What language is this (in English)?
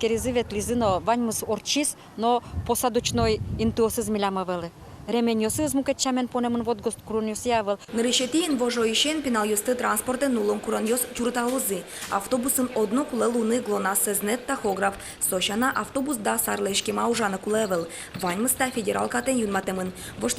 Udmurt